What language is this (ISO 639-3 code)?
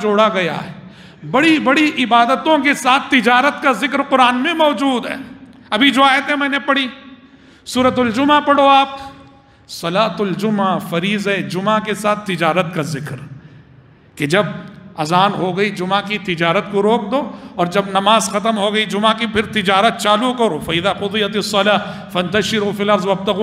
urd